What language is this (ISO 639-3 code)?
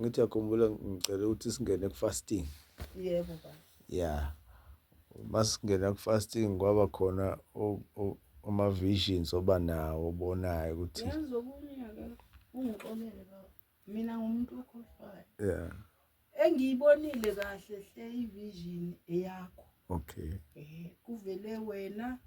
zul